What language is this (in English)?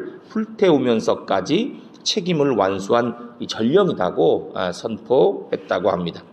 Korean